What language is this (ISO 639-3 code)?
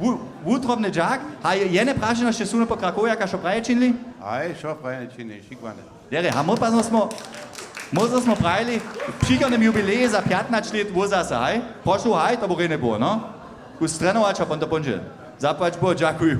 hsb